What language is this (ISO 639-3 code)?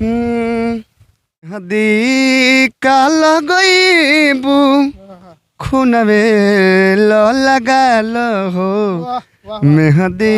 bho